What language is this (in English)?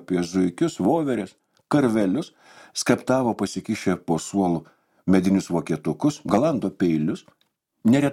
Lithuanian